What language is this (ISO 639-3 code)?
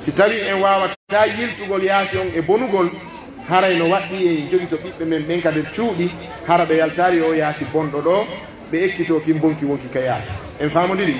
fuf